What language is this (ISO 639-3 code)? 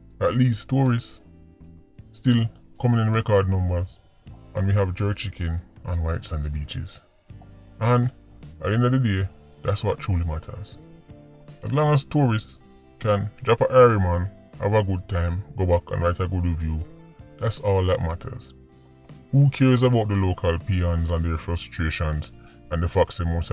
jam